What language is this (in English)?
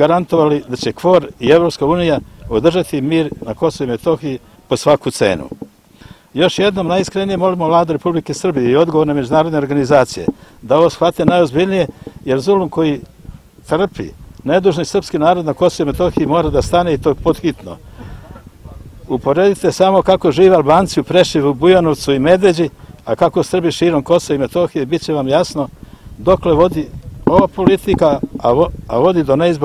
Serbian